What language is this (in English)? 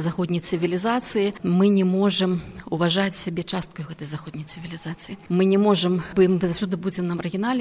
Belarusian